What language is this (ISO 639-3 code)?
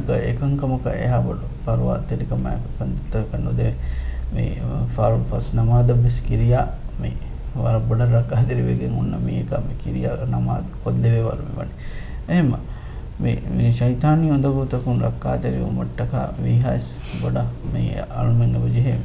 div